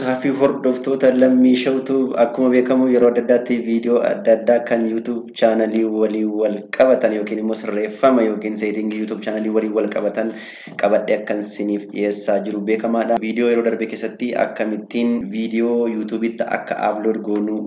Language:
Oromo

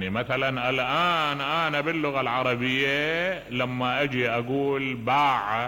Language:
Mesopotamian Arabic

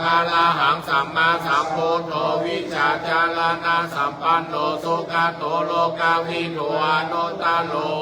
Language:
Pali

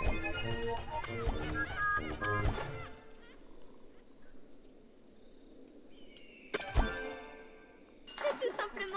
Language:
French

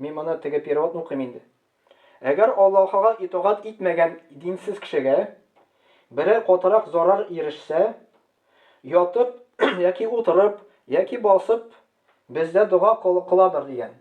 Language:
Tatar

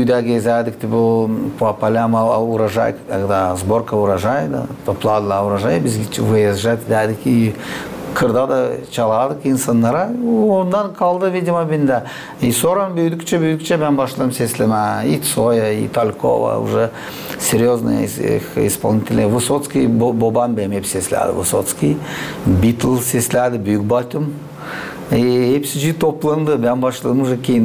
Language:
Gagauz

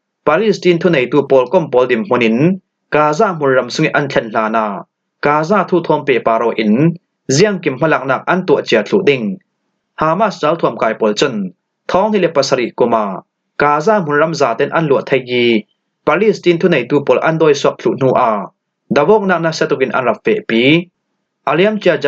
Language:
Falam Chin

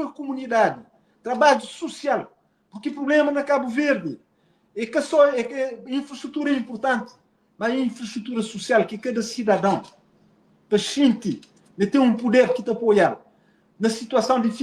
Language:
Kabuverdianu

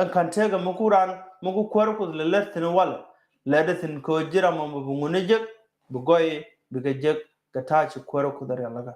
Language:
Nuer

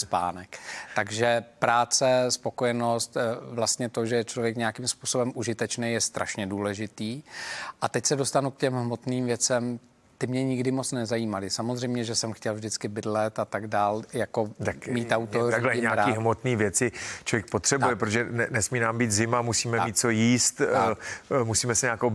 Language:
Czech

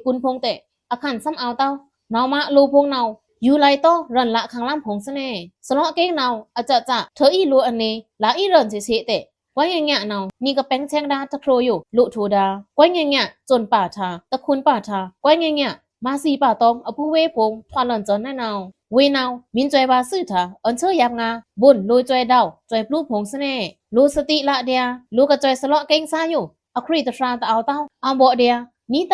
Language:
Pa'o Karen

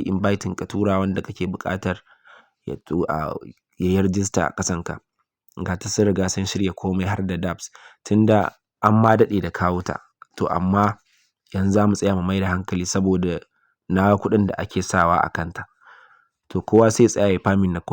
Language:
Hausa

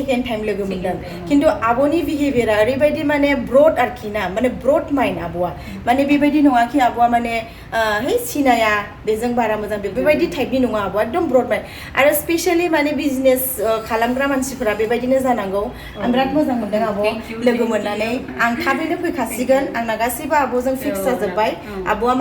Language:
Bodo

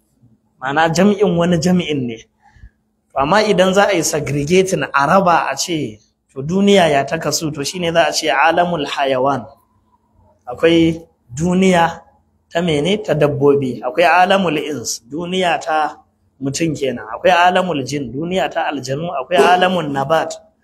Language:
Hausa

